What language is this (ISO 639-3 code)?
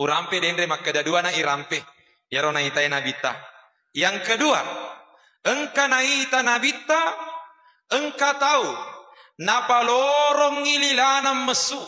bug